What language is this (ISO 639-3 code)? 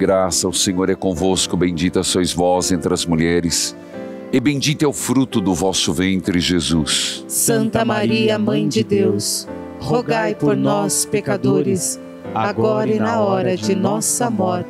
por